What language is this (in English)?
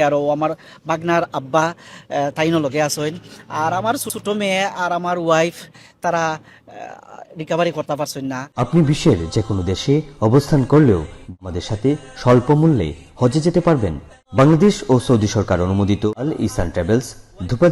Sylheti